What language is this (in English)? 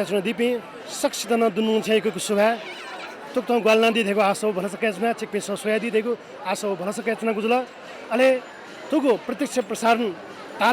Newari